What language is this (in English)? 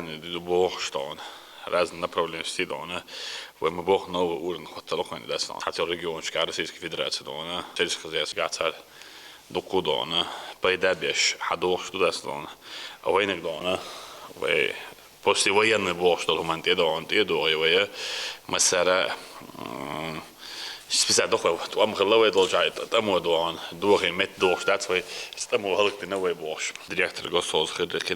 Chechen